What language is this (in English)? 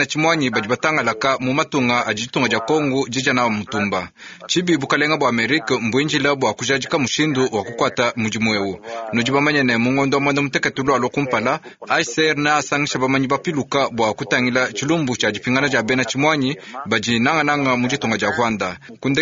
Luba-Lulua